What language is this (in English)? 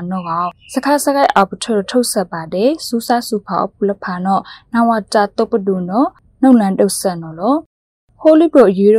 Burmese